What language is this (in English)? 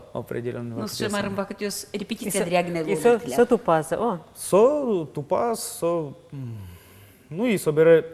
Udmurt